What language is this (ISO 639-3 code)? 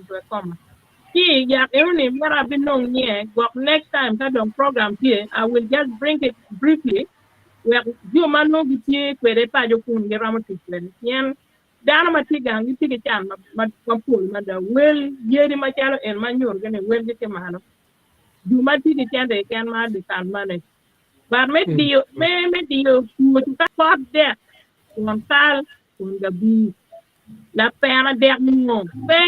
ach